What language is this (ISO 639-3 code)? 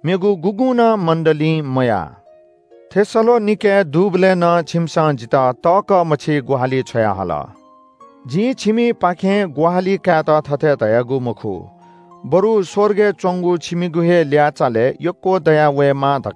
new